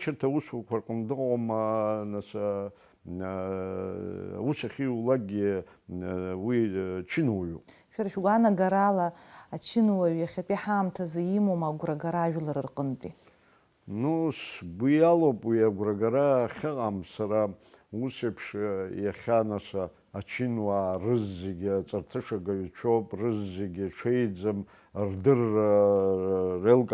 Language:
Abkhazian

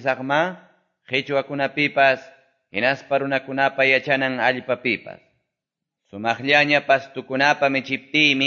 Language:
Quechua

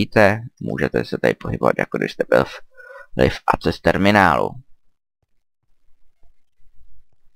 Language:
Czech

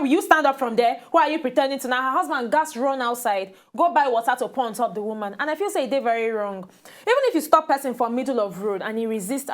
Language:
Nigerian Pidgin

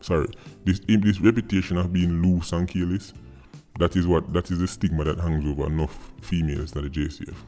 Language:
Jamaican Creole English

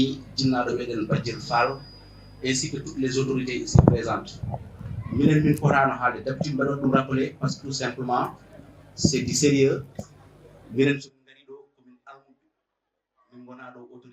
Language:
Fula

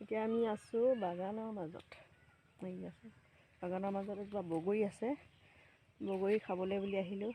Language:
Assamese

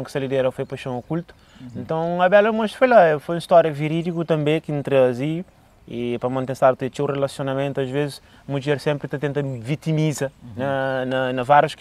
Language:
Kabuverdianu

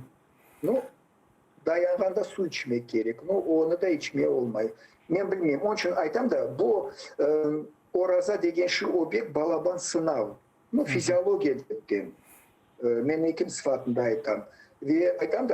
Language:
Crimean Tatar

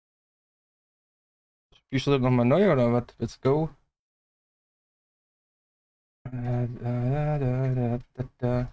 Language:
German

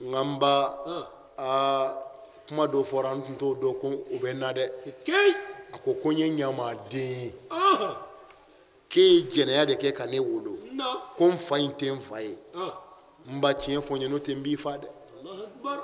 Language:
Bambara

